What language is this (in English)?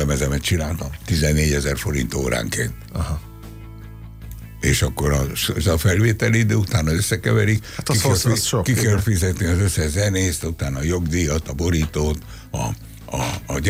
Hungarian